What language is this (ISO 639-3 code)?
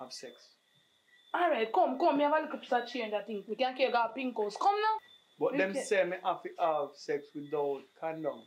jam